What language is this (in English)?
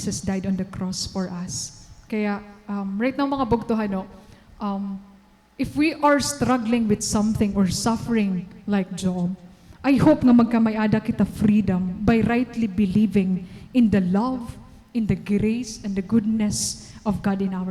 Waray